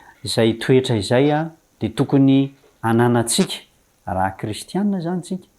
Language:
Malagasy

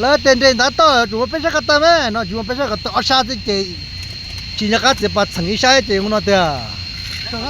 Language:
Hmong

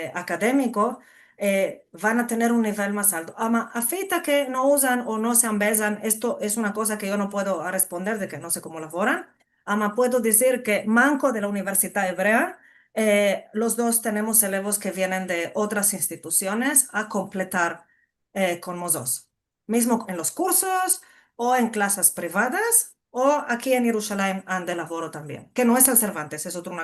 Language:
Ladino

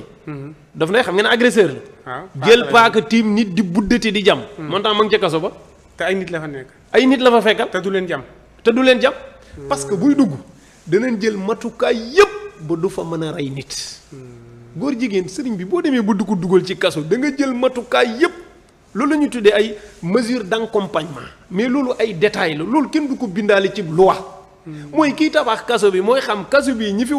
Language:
Wolof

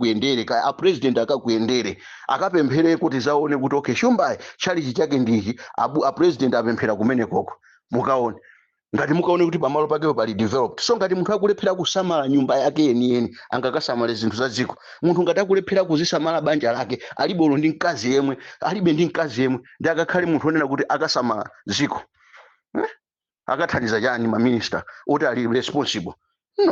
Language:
Nyanja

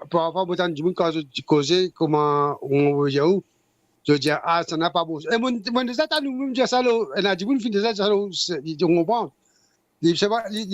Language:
Morisyen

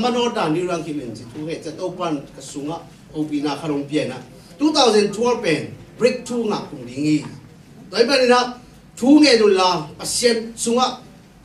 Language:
Tedim Chin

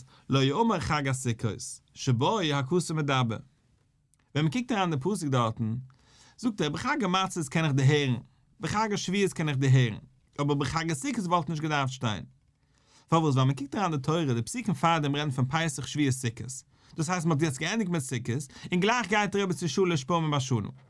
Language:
Yiddish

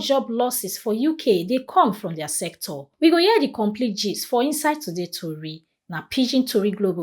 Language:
Nigerian Pidgin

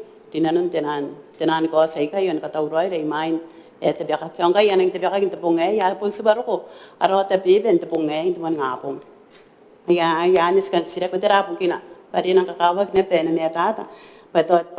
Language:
Gilbertese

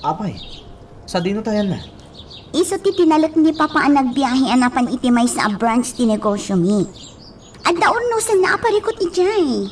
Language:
Iloko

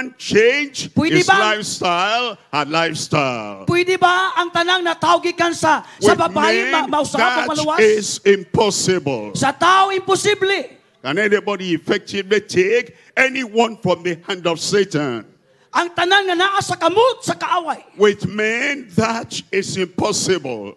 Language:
Cebuano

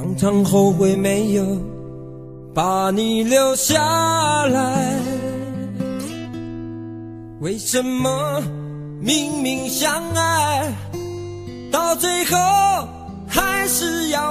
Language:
Chinese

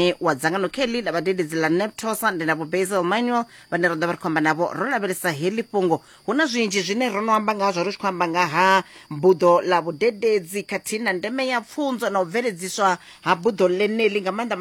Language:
Venda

